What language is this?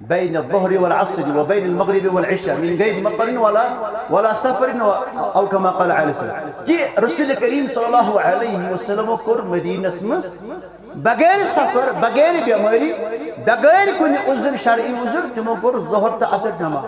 Kashmiri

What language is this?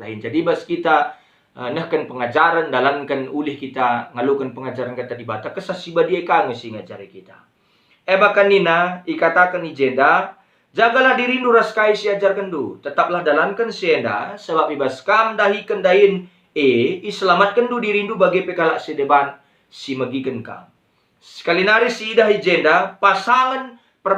Batak Karo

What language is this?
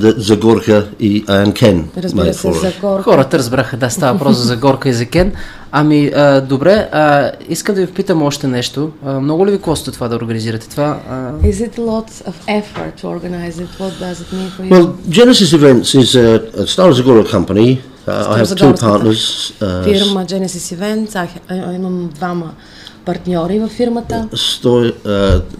Bulgarian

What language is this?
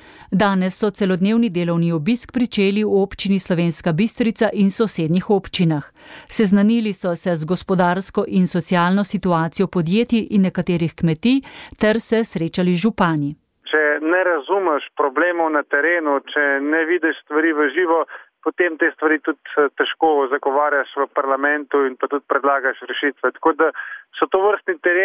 Slovenian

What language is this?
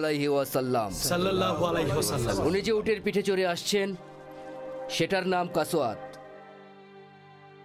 Bangla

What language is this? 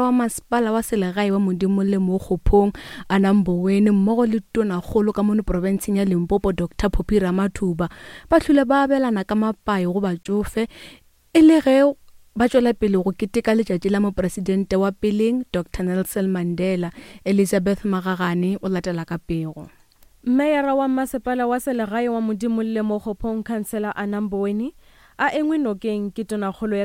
Northern Sotho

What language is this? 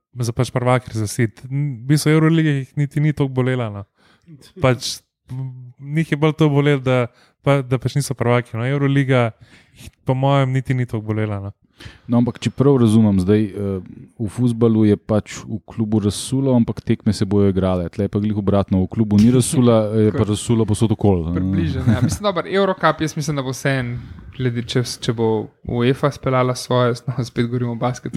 Slovenian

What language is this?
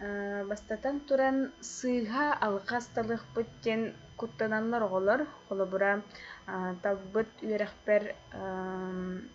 Yakut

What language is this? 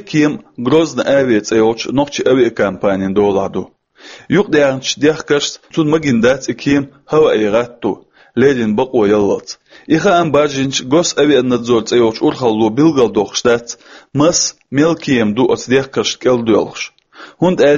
Chechen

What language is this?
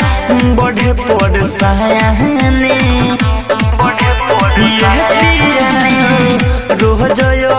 Bhojpuri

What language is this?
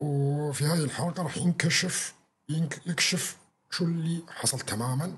North Levantine Arabic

